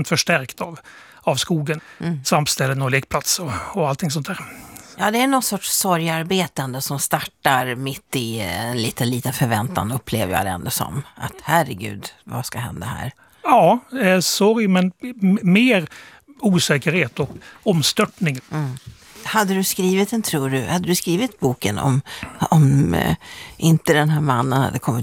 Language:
Swedish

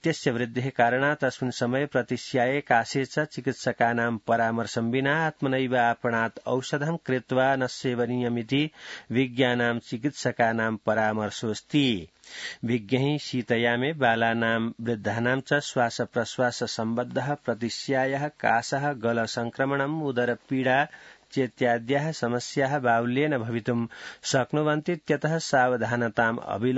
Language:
Sanskrit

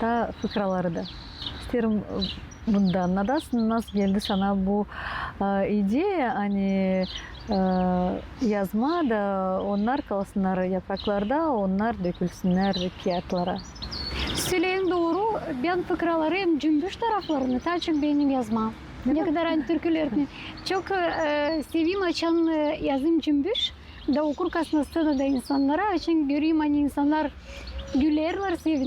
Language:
Gagauz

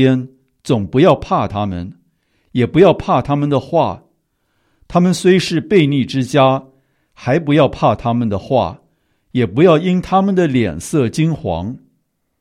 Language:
Chinese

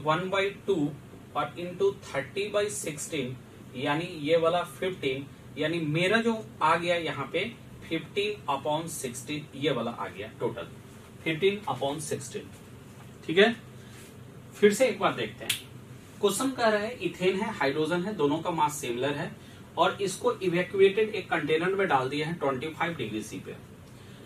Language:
Hindi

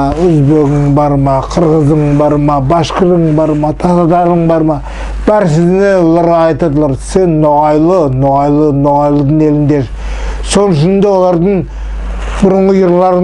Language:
Nogai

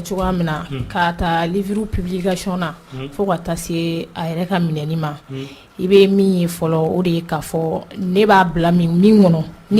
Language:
Bambara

